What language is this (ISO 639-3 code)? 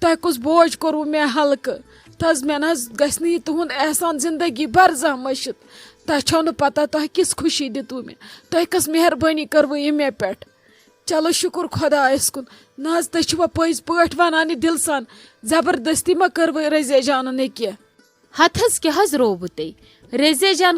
kas